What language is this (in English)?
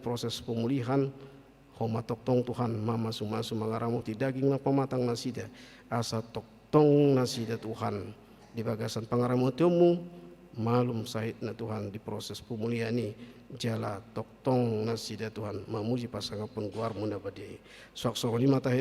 Batak Toba